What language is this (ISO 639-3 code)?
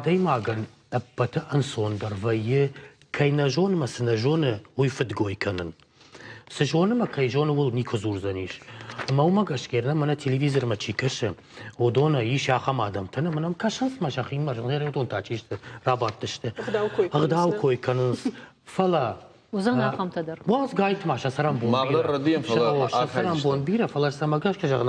oss